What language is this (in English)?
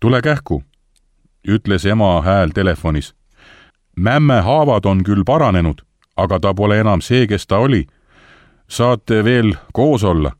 Estonian